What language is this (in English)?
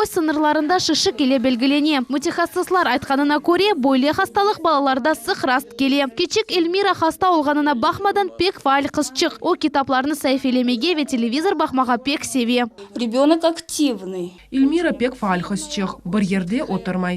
Crimean Tatar